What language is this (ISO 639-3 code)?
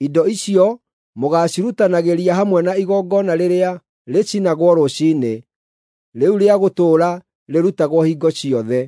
kik